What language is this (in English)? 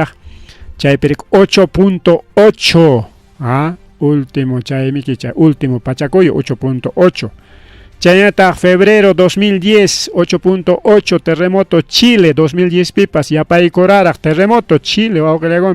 Ayacucho Quechua